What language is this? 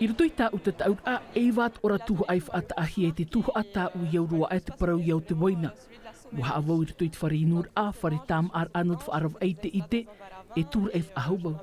Tahitian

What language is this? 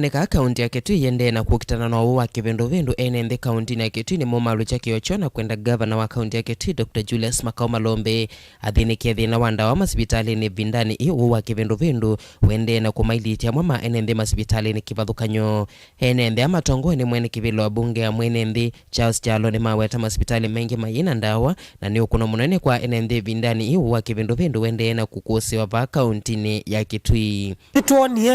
Kamba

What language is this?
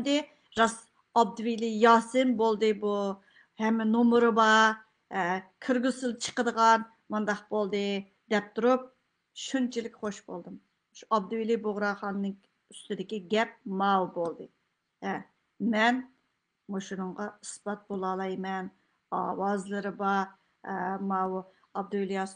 Uyghur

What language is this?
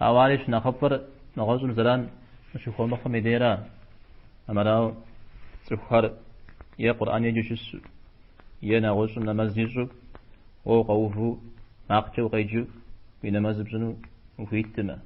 Kabardian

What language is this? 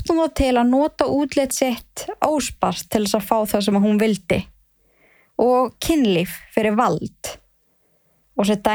Icelandic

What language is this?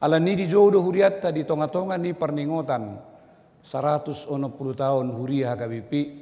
Batak Toba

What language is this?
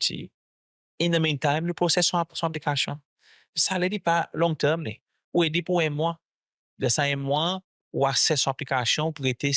Seselwa Creole French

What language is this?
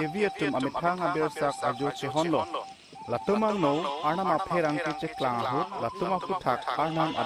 Karbi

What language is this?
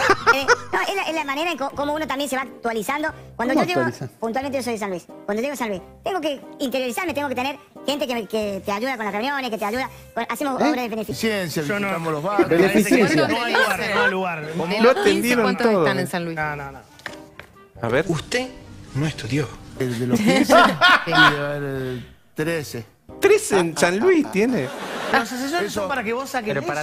Spanish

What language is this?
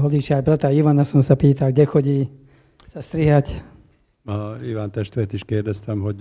Slovak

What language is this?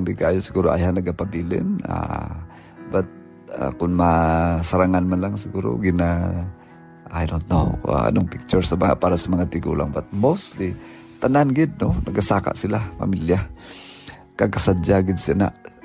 Hiligaynon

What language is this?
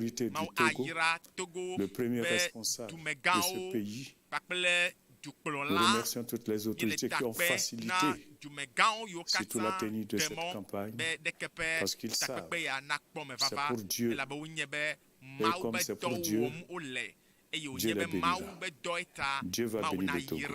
Ewe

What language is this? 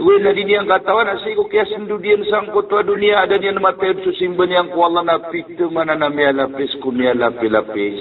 Maranao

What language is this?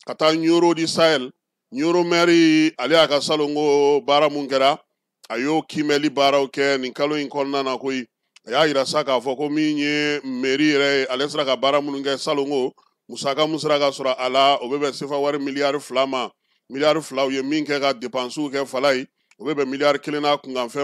Bambara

